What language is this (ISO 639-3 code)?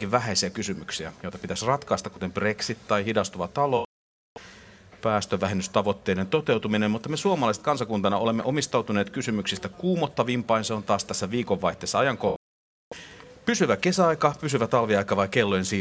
fin